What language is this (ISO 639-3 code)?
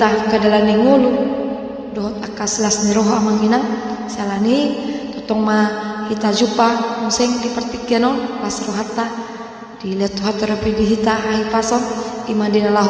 bbc